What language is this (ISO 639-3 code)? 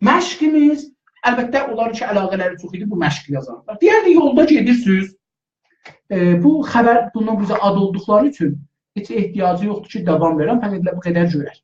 azb